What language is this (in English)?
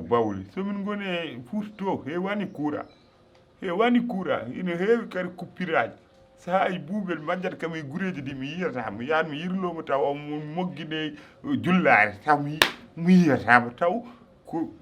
Fula